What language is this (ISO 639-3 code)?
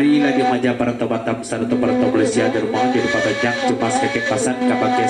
min